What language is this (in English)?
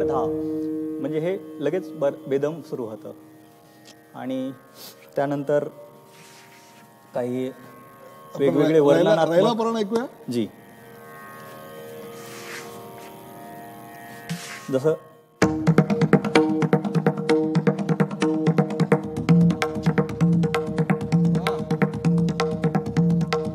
Marathi